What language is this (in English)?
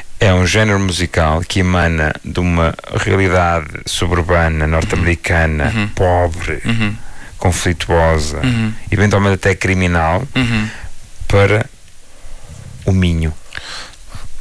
Portuguese